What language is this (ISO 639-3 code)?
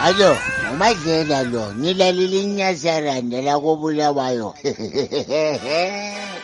nde